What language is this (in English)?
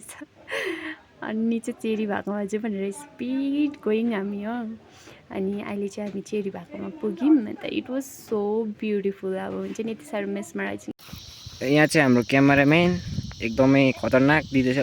Nepali